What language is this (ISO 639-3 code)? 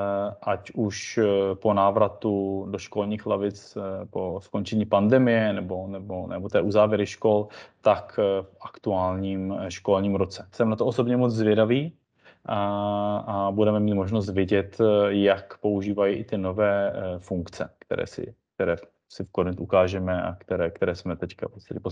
ces